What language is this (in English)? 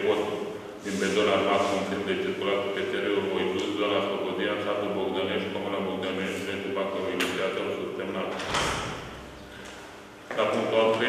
Romanian